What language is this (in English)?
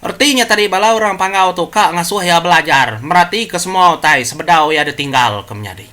Iban